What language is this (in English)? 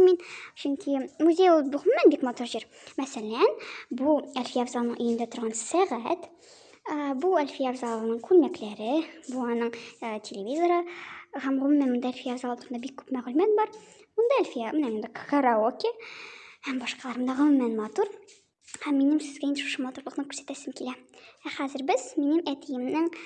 Tatar